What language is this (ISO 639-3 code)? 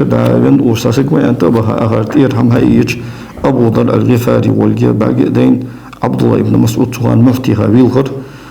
inh